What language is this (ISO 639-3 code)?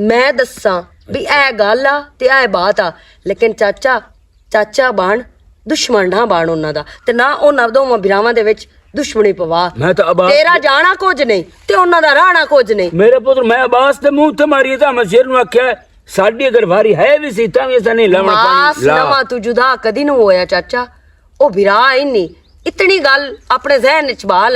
lah